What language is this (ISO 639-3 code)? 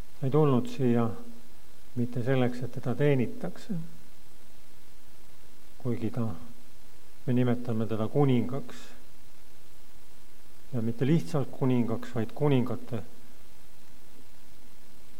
est